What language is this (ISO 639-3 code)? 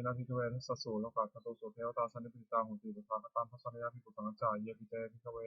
pli